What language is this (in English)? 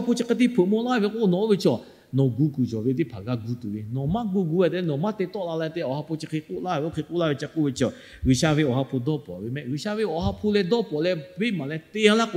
Lahu